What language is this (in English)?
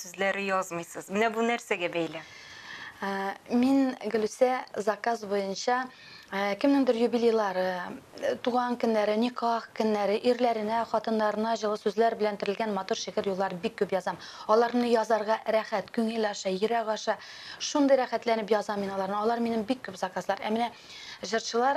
Tatar